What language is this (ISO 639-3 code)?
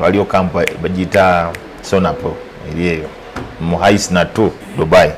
lug